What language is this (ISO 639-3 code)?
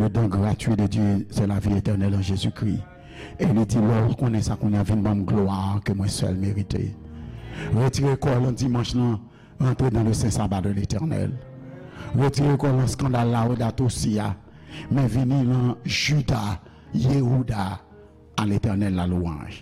hat